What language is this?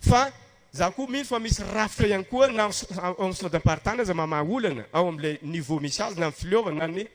Malagasy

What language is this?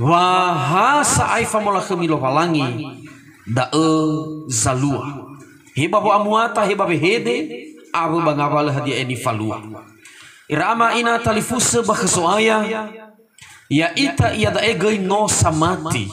Nias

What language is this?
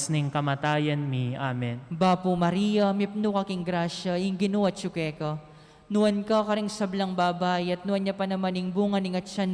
Pampanga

